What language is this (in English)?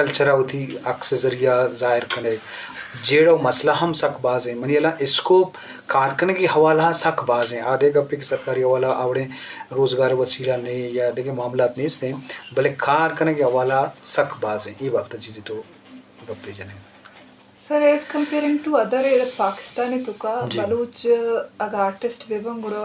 Eastern Balochi